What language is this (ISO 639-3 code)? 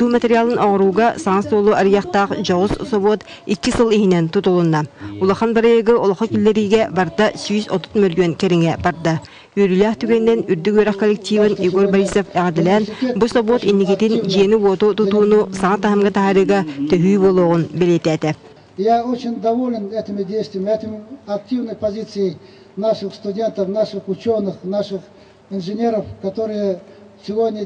sah